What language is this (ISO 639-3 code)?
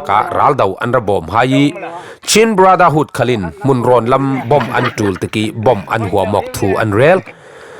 cfm